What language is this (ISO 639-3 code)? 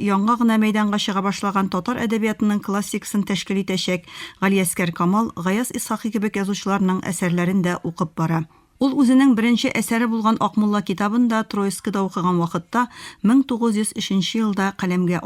tat